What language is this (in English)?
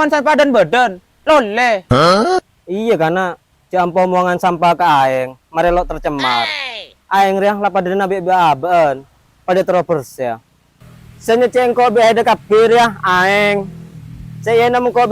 Madurese